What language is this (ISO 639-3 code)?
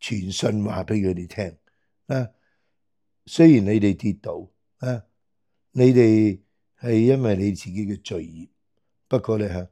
yue